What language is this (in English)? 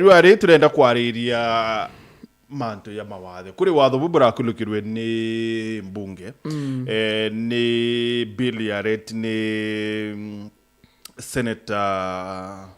Meru